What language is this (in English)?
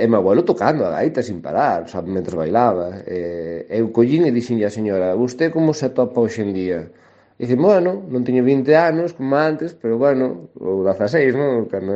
Galician